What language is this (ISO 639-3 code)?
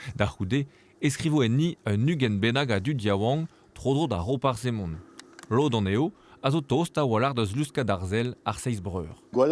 bre